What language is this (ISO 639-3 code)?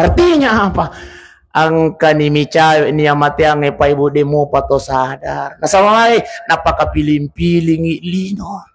bug